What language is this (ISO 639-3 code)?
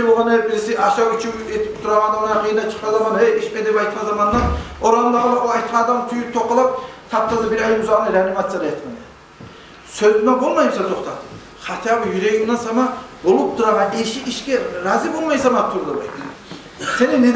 kum